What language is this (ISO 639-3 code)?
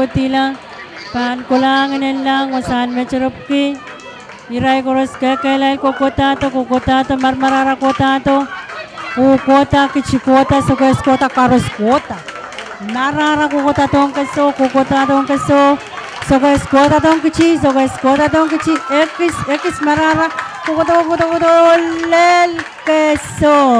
pon